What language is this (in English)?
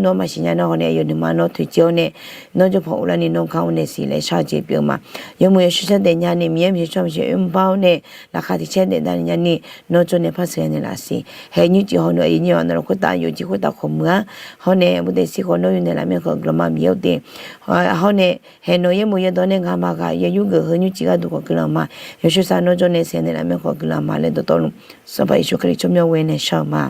Akha